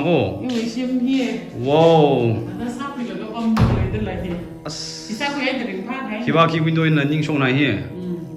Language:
Tangkhul Naga (India)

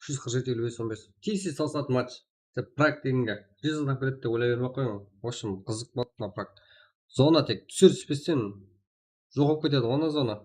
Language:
Kara-Kalpak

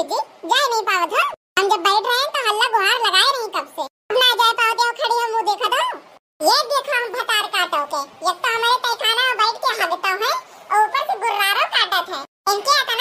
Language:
Awadhi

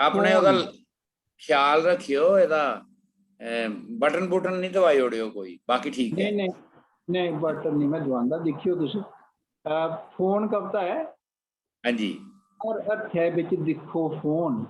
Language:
Dogri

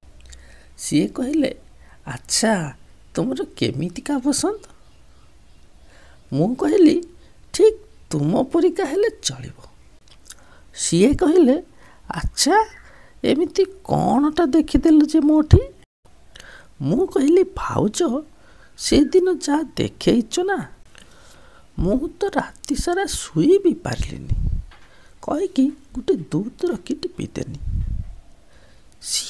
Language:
Odia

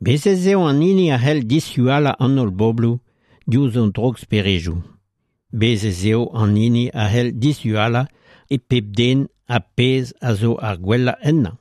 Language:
Breton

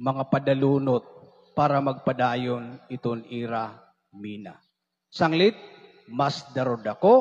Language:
Waray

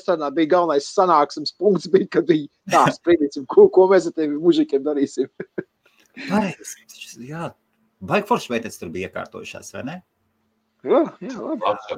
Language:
Latvian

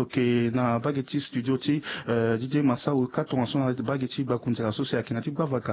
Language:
Sango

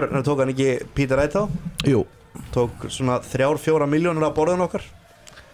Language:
Icelandic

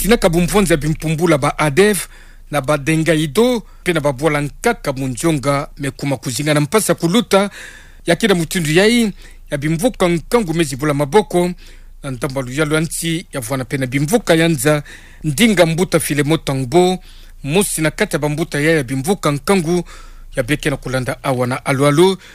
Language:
Kituba (Democratic Republic of Congo)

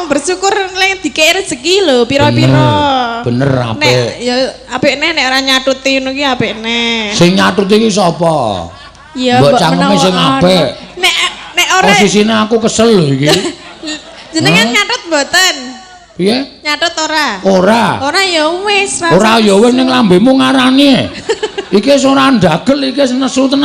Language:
Javanese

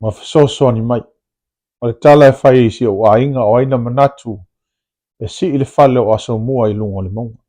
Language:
Samoan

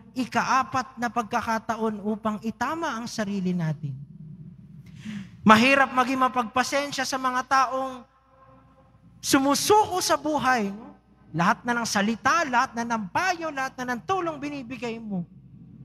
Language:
Filipino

